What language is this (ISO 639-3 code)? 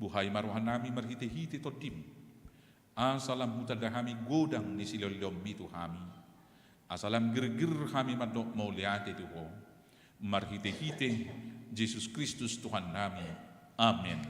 bbc